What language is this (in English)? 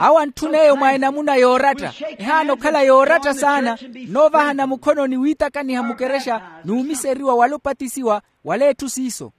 Makhuwa